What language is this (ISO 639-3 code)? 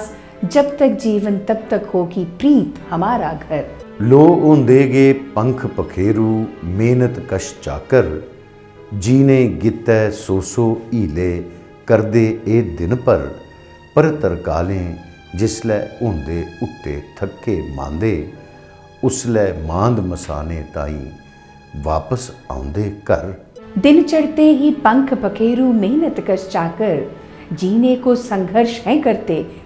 doi